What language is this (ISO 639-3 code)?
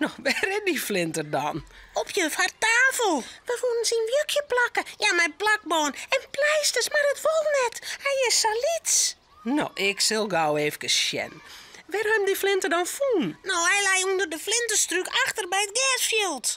fry